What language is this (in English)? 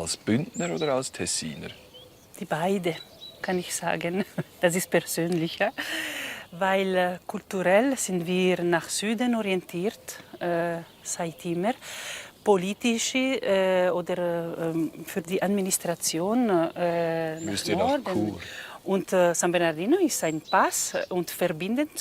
Swiss German